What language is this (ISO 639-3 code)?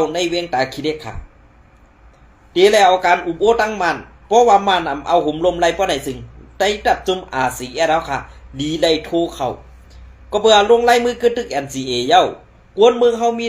shn